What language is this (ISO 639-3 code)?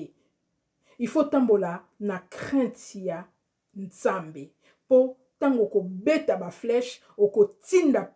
lin